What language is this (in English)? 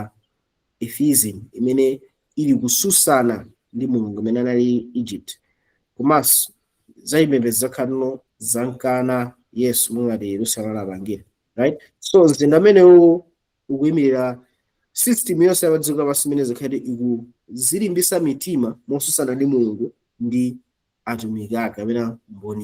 Nyanja